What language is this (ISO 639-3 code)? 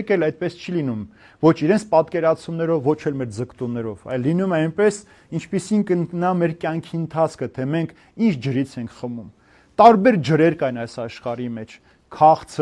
hye